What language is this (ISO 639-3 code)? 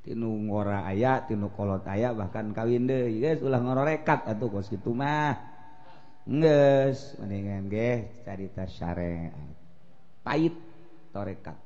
sun